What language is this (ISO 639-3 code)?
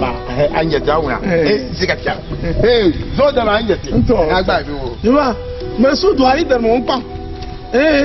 dag